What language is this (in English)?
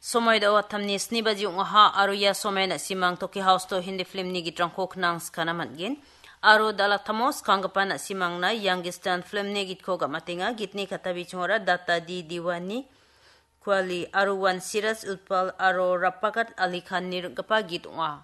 Garo